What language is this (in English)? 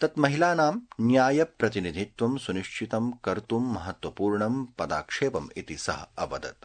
Sanskrit